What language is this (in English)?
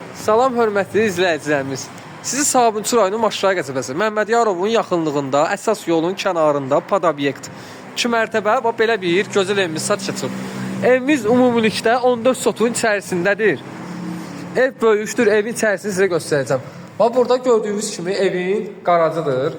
Azerbaijani